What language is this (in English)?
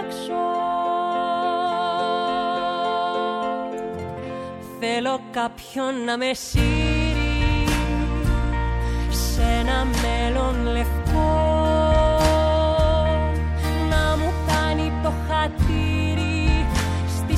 Greek